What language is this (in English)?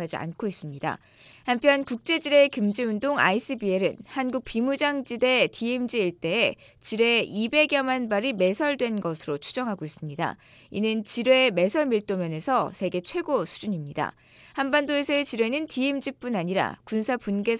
Korean